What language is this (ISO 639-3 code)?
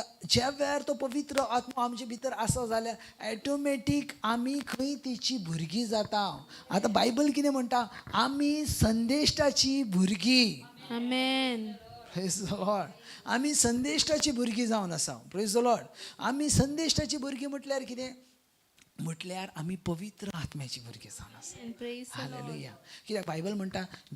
kok